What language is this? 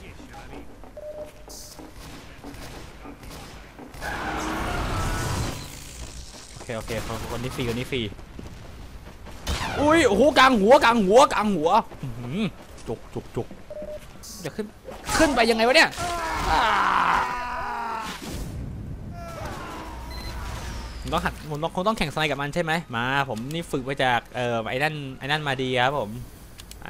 Thai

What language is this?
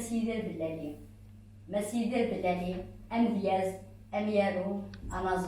Kabyle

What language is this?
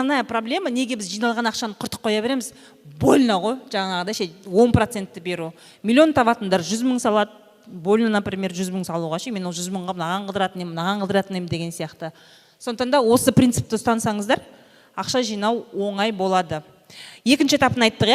Kazakh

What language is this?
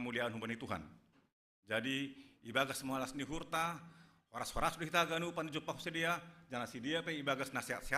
Batak Simalungun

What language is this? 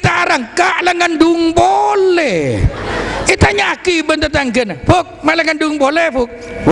Madurese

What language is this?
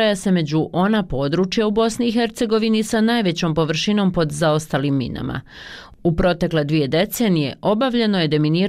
Bosnian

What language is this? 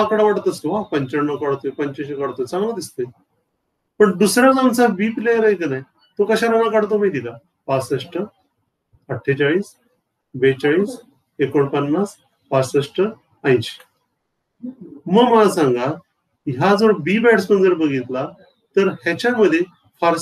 Marathi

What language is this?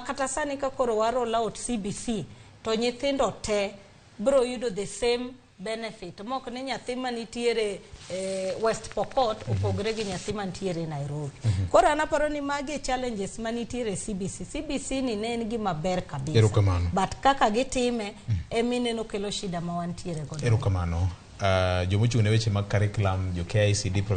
Luo (Kenya and Tanzania)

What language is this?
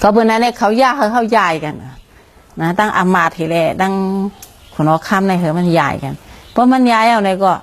Shan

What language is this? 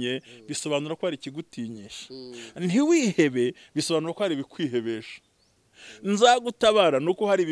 Kinyarwanda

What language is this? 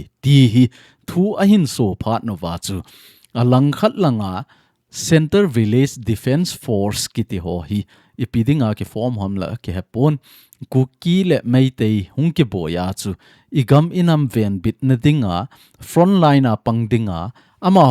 Thado Chin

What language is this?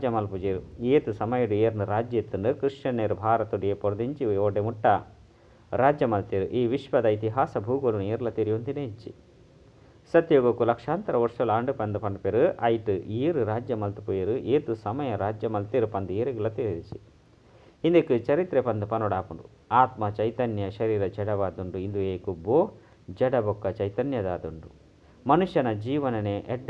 Tulu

